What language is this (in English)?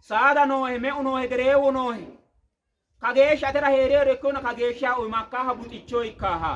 Sidamo